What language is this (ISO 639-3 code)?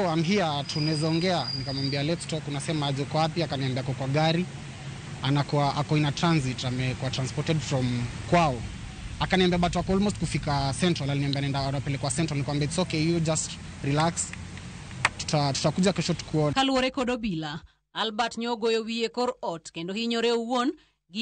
luo